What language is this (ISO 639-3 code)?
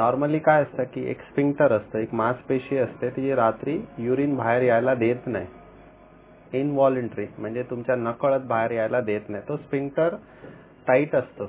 mar